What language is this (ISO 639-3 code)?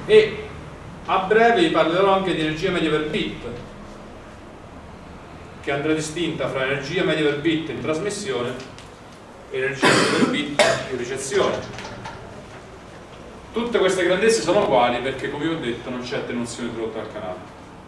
ita